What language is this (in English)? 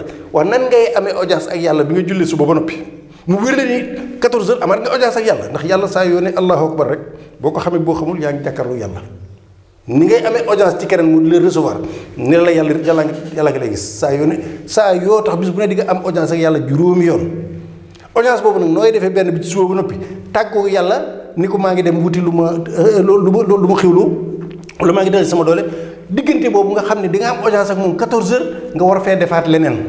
Wolof